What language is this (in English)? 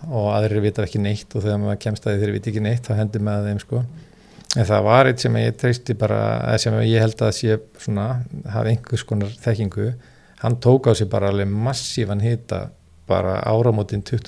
Icelandic